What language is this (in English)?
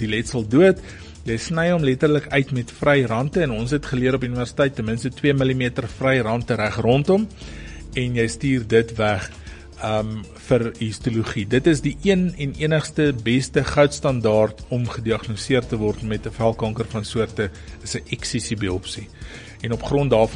Afrikaans